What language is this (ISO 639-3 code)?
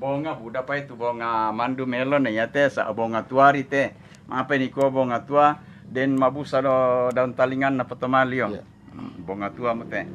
sda